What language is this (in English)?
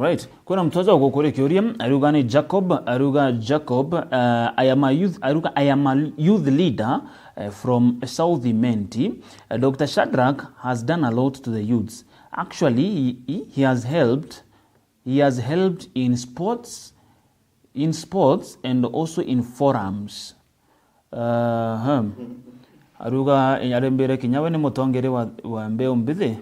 Meru